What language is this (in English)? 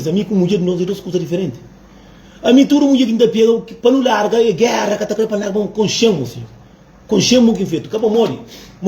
Kabuverdianu